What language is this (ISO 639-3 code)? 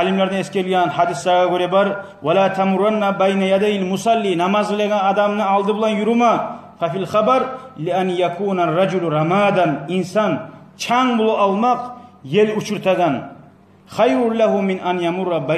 kum